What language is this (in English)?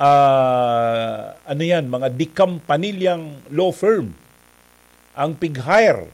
Bikol